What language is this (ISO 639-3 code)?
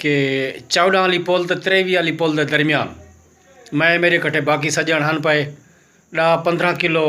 skr